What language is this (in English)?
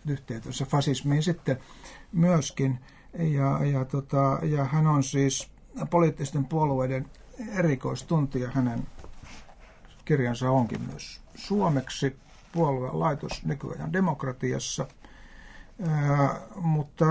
Finnish